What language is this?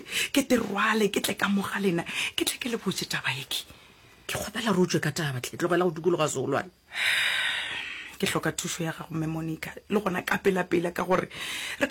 Northern Sotho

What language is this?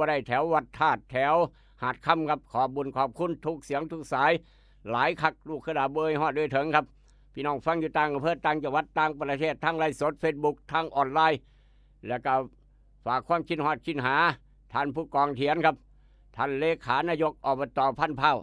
Northeastern Thai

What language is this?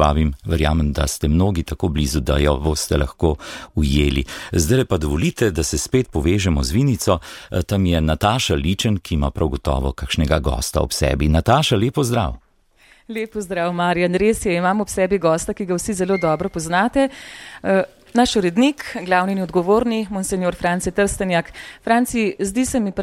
Slovenian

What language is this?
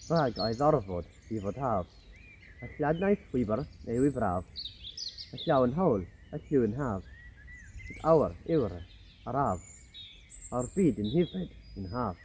Welsh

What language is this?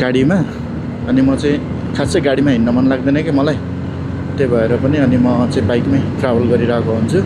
Nepali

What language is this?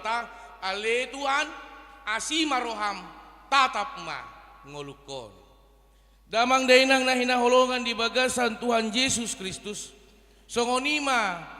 Batak Toba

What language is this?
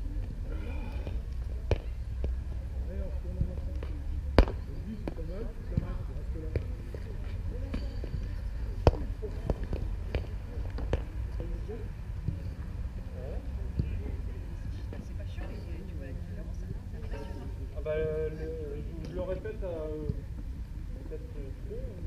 French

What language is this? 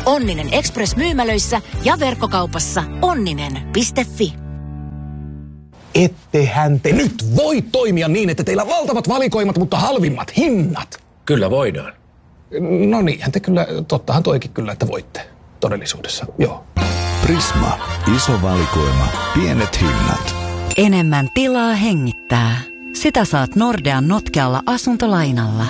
Finnish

